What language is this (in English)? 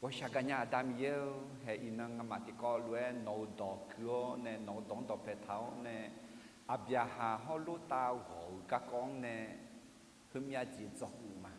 Akha